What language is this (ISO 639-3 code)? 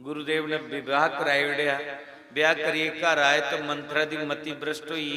doi